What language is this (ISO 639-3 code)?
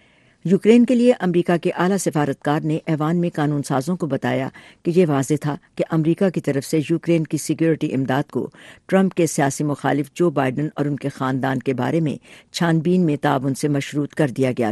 urd